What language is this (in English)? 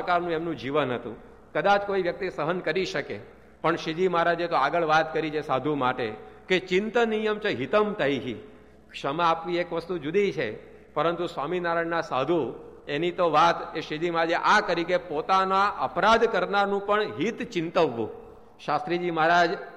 Gujarati